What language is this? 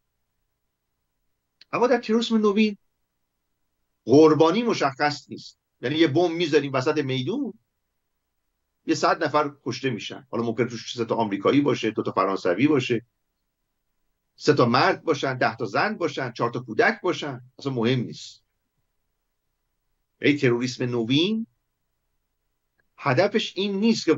Persian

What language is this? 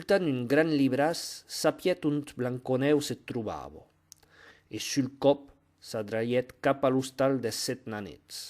Occitan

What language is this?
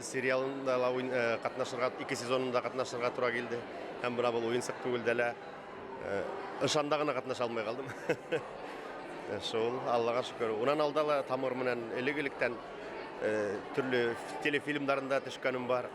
Bashkir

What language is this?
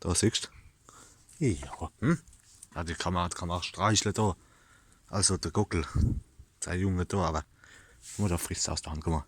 Palatine German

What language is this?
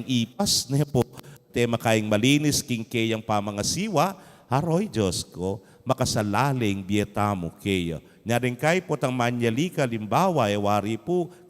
Pampanga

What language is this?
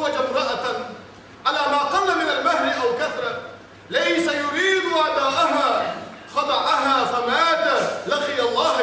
Ingush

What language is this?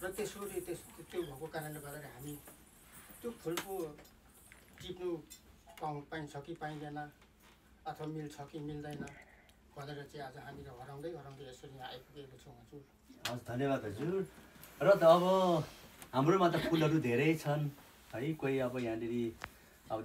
Nepali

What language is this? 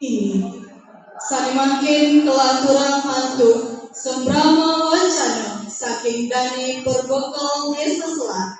Balinese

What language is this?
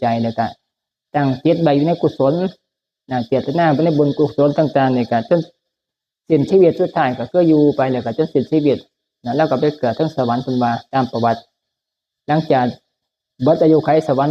Northeastern Thai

